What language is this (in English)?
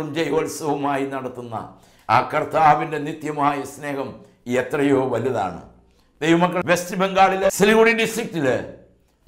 Malayalam